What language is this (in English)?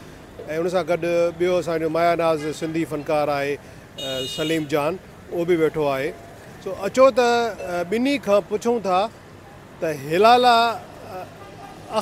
Sindhi